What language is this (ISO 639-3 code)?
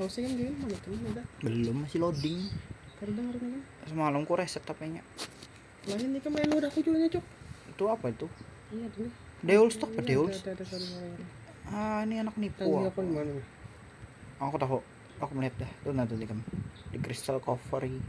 bjn